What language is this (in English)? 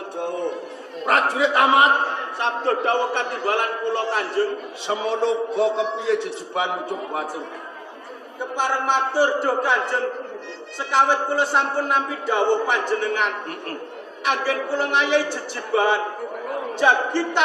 Javanese